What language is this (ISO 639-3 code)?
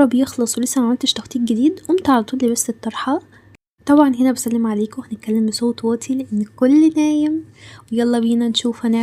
arz